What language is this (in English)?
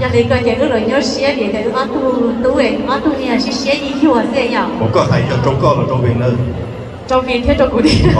Hmong